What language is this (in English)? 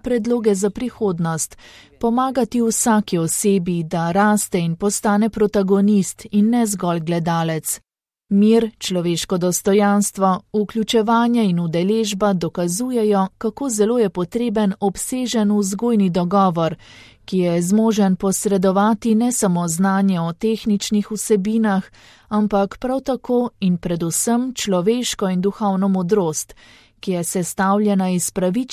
Slovenian